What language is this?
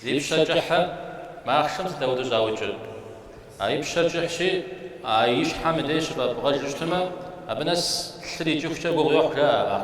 Kabardian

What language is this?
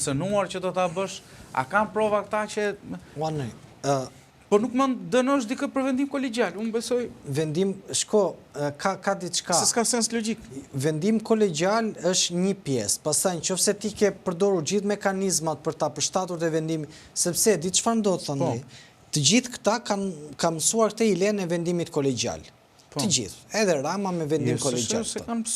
Albanian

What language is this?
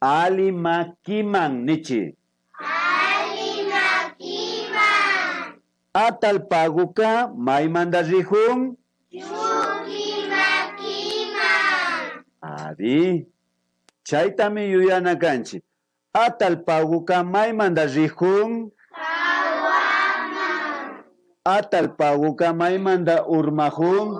Imbabura Highland Quichua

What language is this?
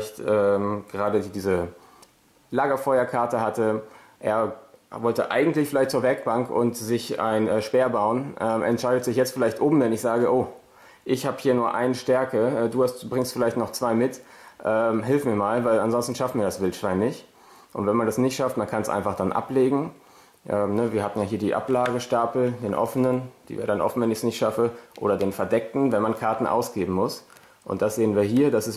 German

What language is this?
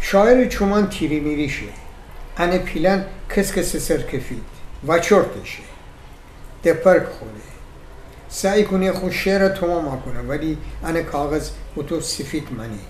Gilaki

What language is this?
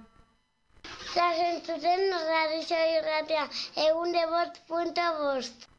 Basque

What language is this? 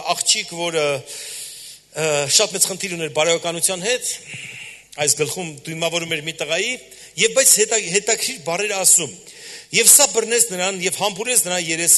Armenian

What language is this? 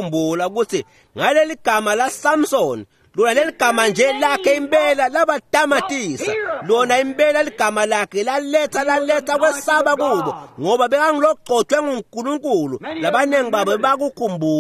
Swati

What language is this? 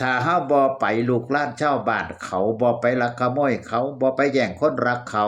Northeastern Thai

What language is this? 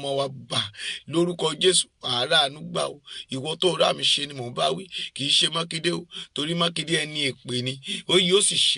Yoruba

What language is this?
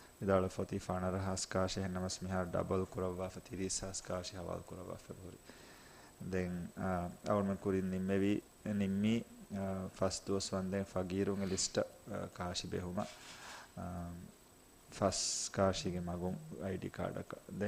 Divehi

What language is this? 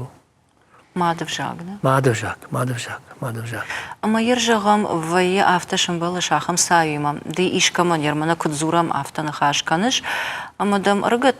Ossetic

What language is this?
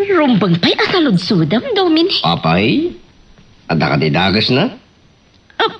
Iloko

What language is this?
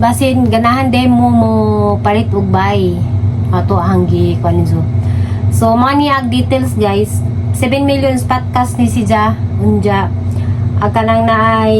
Cebuano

